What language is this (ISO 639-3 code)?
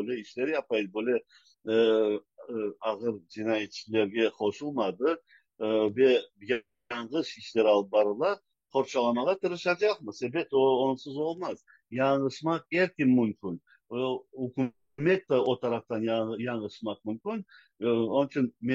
crh